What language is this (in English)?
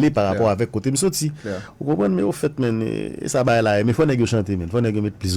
Haitian Creole